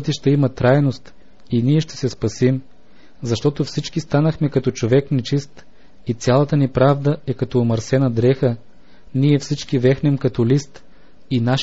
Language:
Bulgarian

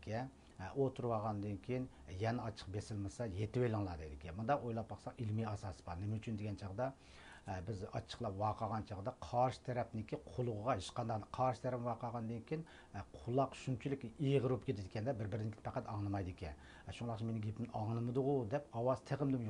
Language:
Uyghur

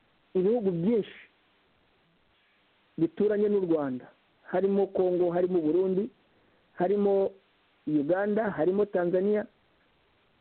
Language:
Kinyarwanda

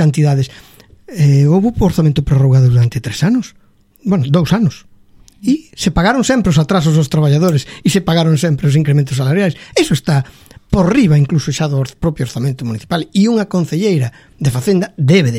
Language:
Galician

